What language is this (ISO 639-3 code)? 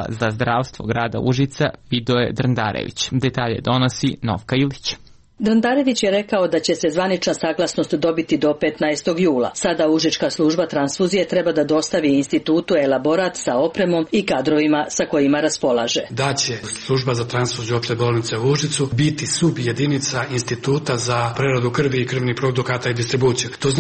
srp